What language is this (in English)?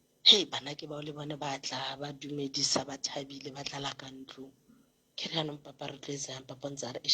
Southern Sotho